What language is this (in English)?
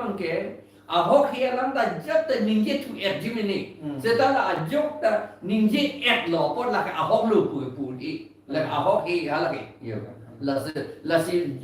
Karbi